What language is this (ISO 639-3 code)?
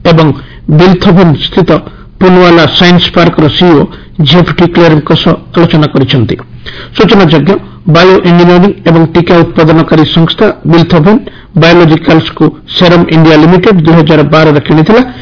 ori